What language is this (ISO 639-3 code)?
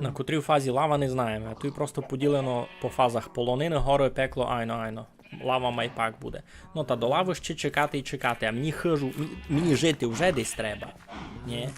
rue